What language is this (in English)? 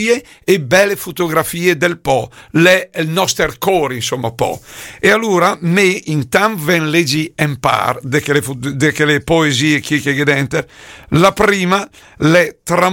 Lombard